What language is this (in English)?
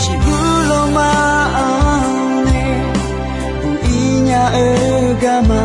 Akha